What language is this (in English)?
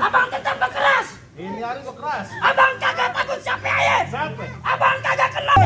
Betawi